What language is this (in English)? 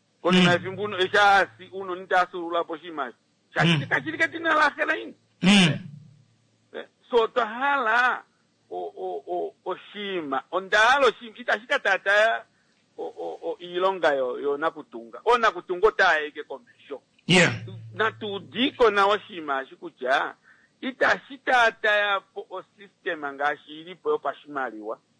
Kuanyama